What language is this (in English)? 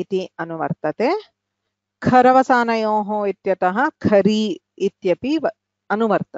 Sanskrit